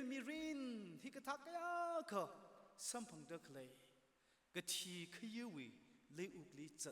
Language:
Tangkhul Naga (India)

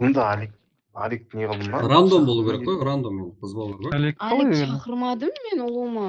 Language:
Kara-Kalpak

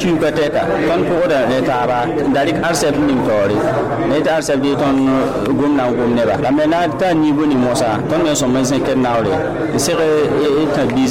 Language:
Mossi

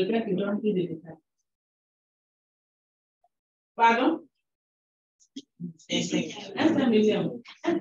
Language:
French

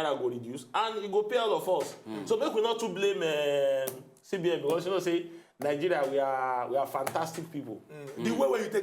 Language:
Nigerian Pidgin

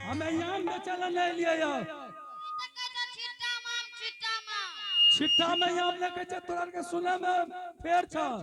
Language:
Angika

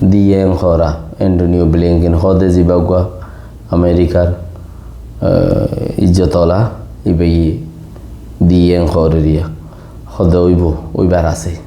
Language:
Rohingya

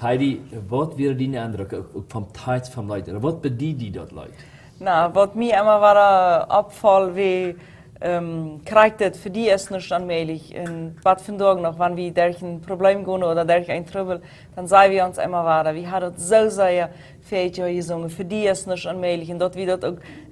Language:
Plautdietsch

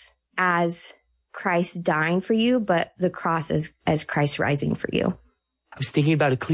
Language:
English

